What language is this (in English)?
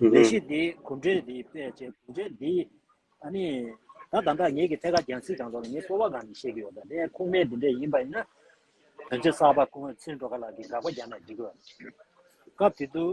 Tibetan